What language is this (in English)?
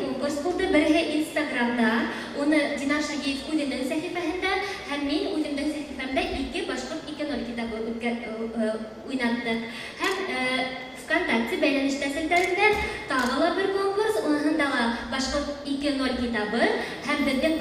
Bashkir